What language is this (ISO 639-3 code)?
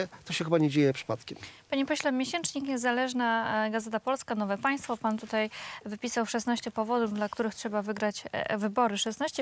pol